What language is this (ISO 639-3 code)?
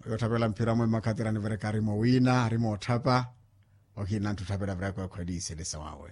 vmw